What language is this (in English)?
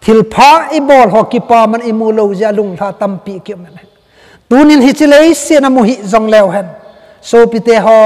Thado Chin